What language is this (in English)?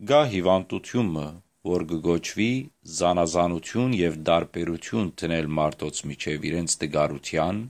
Western Armenian